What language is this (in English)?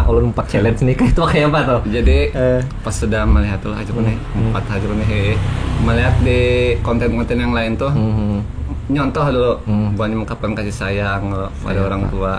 Banjar